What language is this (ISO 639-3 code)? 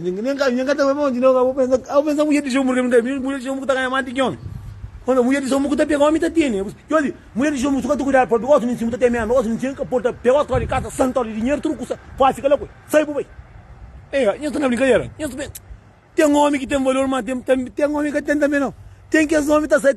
kea